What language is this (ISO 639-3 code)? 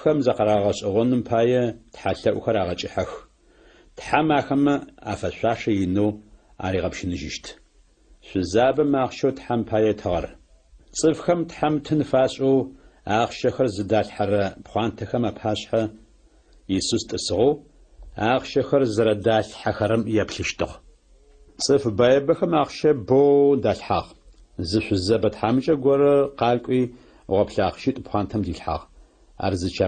ady